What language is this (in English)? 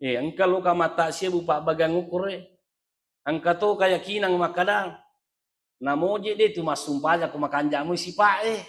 Buginese